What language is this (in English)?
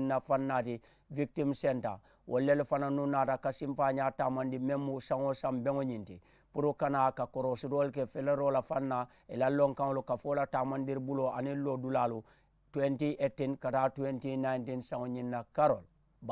Mandingo